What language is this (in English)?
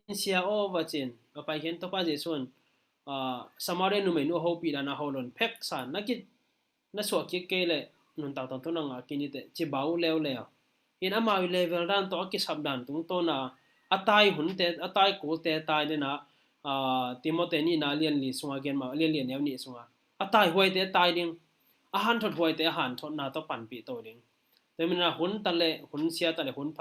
Tedim Chin